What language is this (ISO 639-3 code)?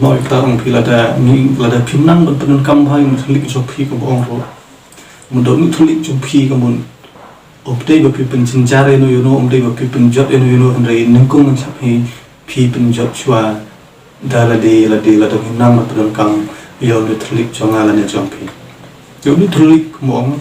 kha